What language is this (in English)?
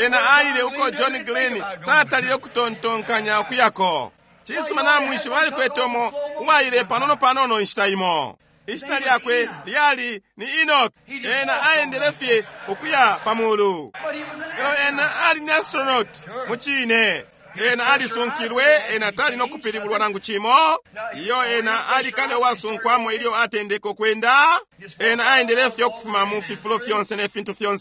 Bemba